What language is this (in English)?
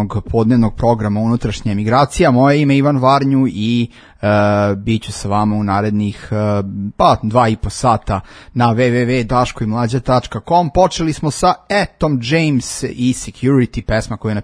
Serbian